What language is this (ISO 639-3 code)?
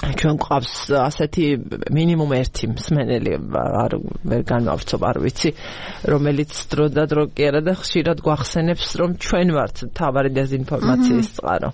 kat